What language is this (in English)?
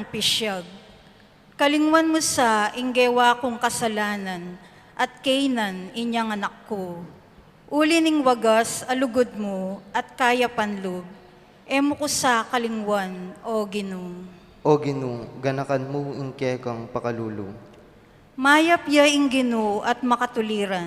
Pampanga